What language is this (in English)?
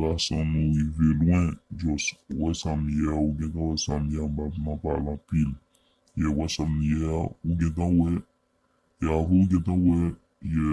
Haitian Creole